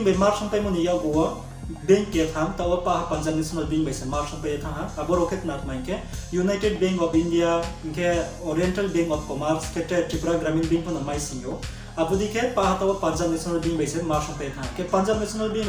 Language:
Riang (India)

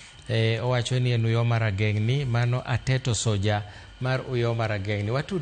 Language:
Luo (Kenya and Tanzania)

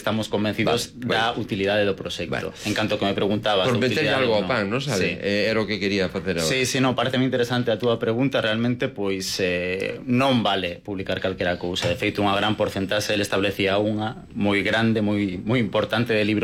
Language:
Galician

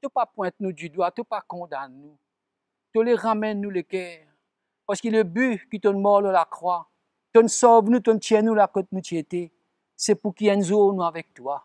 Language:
Morisyen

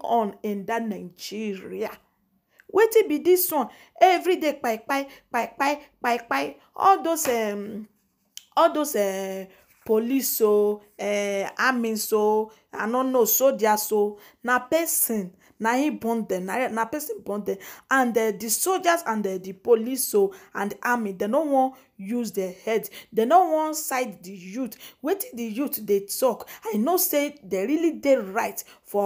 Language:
Nigerian Pidgin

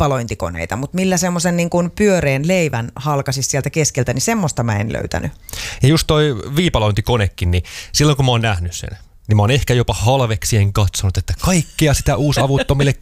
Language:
Finnish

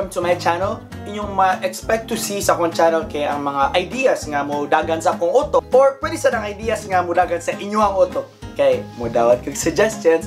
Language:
Cebuano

